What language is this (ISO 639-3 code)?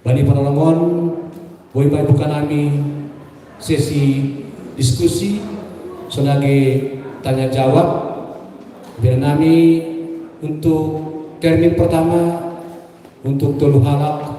bts